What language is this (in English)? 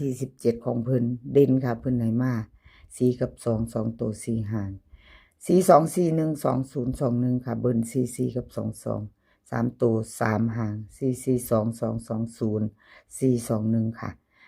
Northeastern Thai